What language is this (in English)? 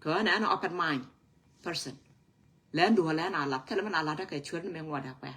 Nuer